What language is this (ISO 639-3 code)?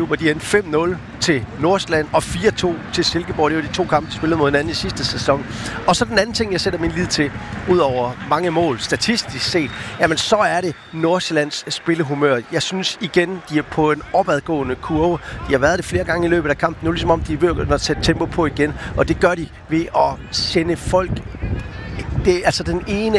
dan